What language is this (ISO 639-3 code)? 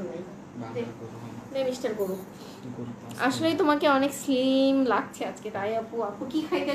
ben